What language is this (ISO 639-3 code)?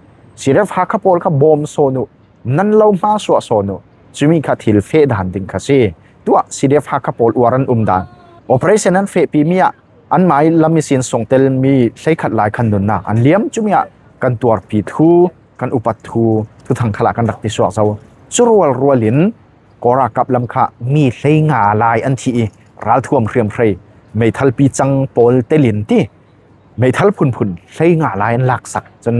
cfm